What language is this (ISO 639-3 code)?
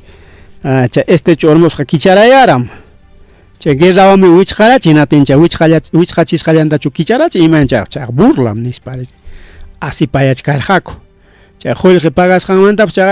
quy